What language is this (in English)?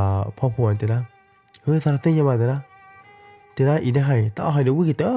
S'gaw Karen